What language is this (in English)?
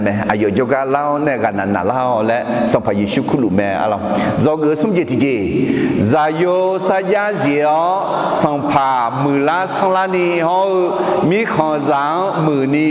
Akha